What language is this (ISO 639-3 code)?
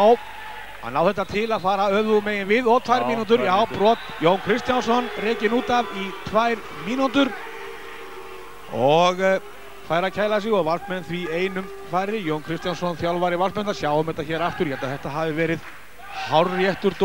isl